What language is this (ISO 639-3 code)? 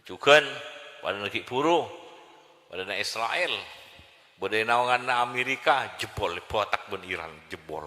mad